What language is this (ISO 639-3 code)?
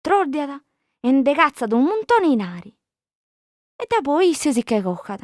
srd